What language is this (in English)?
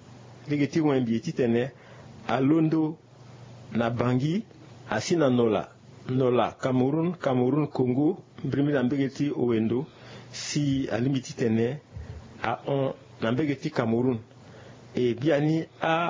Sango